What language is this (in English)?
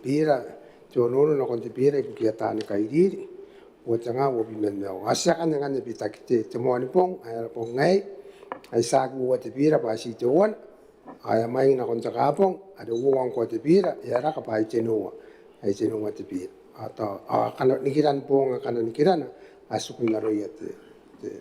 Gilbertese